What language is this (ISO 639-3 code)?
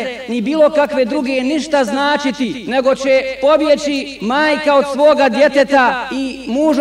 bos